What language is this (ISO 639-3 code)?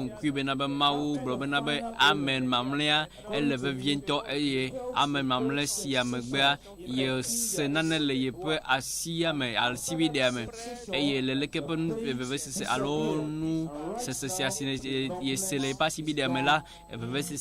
ewe